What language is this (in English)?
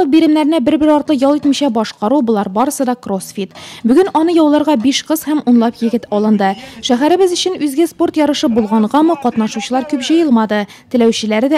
Tatar